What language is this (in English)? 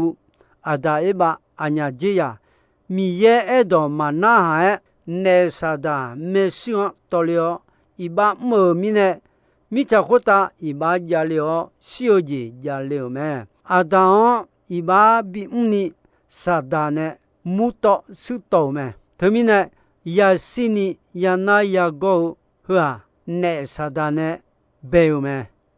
Akha